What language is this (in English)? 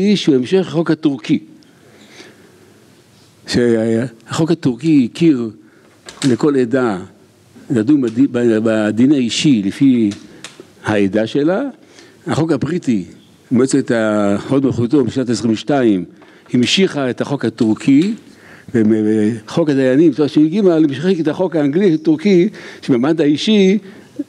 Hebrew